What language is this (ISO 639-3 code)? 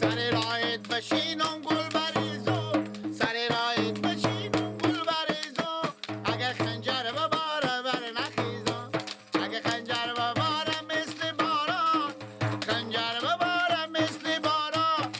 fas